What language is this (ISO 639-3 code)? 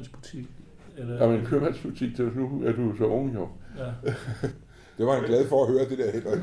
dan